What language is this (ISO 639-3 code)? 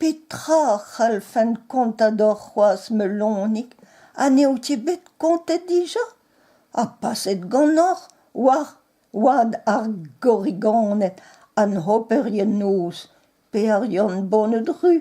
bre